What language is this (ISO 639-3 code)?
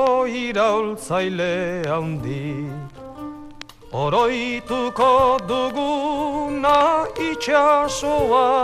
eus